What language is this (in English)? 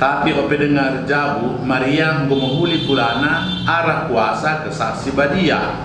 Batak Karo